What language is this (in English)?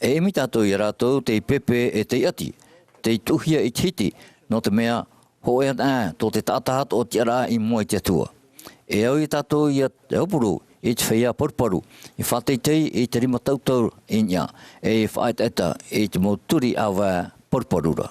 Tahitian